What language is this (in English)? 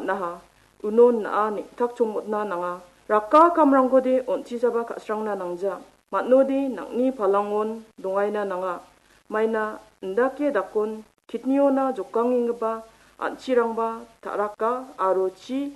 Garo